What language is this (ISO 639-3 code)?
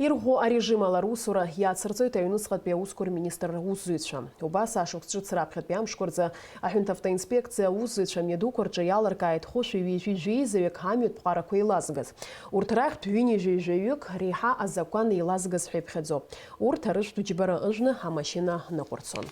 abk